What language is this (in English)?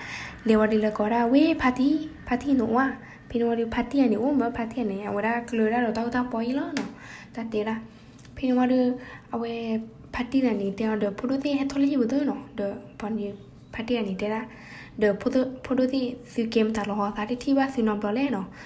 S'gaw Karen